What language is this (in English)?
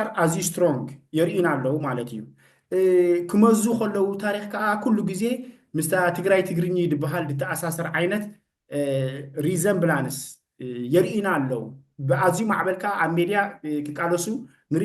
Tigrinya